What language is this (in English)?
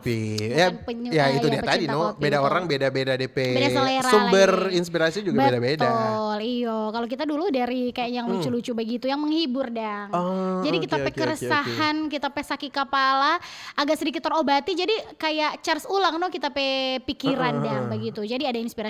Manado Malay